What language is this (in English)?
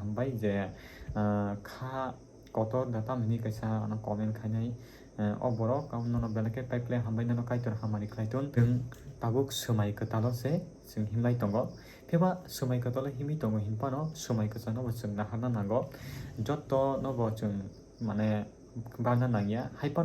Kok Borok